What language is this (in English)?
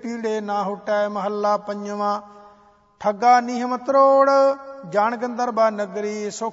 Punjabi